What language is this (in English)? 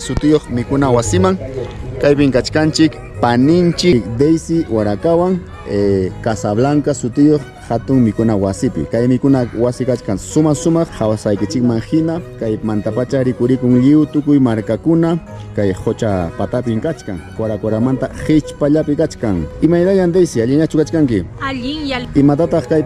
Ayacucho Quechua